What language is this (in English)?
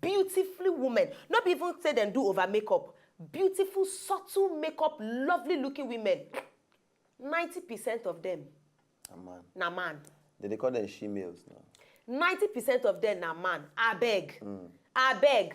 Nigerian Pidgin